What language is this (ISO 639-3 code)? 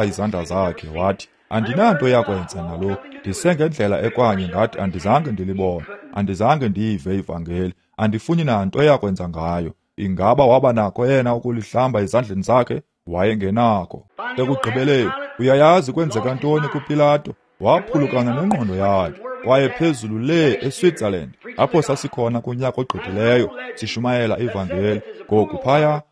xho